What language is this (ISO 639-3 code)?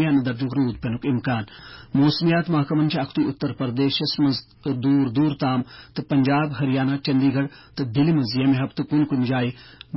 kas